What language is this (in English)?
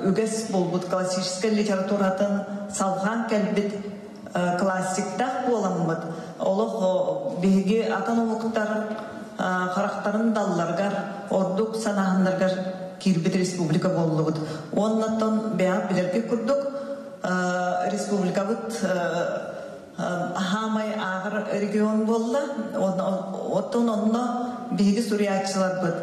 Yakut